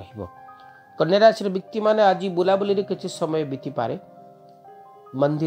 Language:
Odia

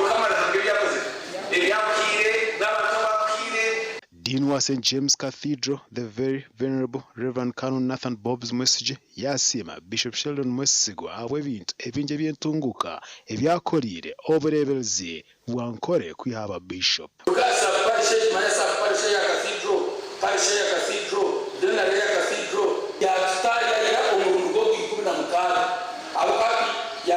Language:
Nyankole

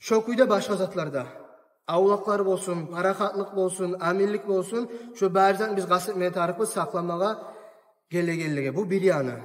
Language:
Kumyk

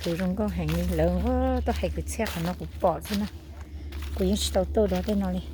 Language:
Hmong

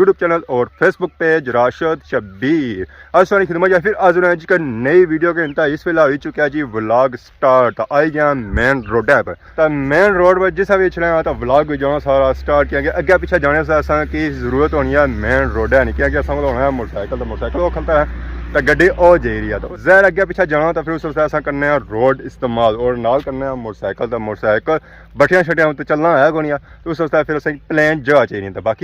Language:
Pahari-Potwari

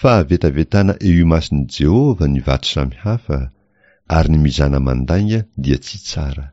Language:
Malagasy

